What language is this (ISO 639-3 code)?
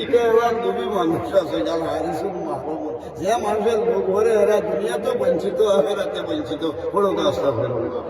syl